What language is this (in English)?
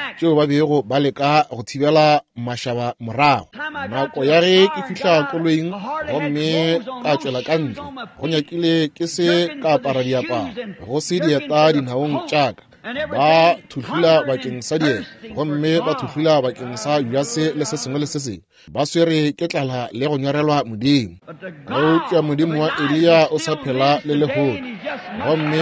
Northern Sotho